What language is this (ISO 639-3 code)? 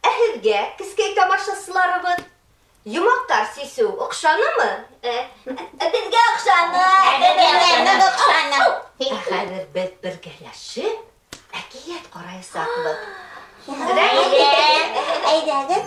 bak